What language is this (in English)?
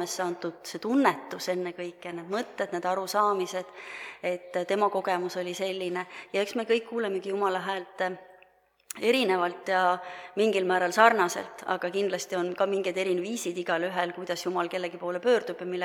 Estonian